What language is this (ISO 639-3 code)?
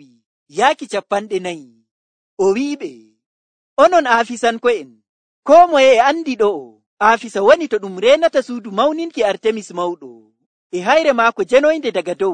fuv